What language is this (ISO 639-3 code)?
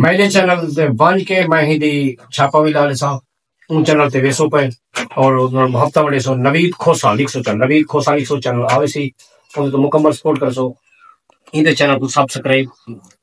skr